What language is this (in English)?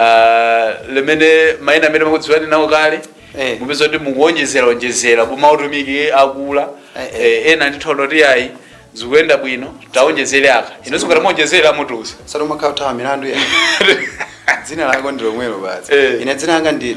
Nyanja